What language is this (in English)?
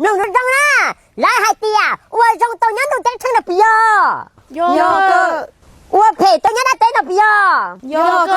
Hmong